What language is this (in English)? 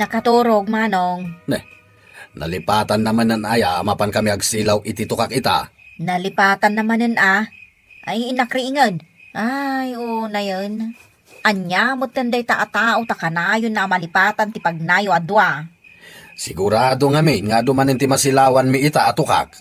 Iloko